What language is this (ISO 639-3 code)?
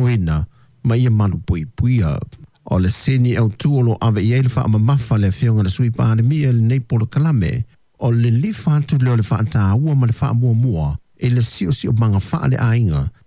smo